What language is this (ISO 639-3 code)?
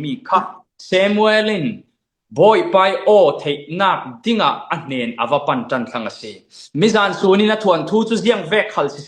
cfm